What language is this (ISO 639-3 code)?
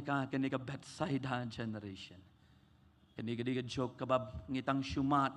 kha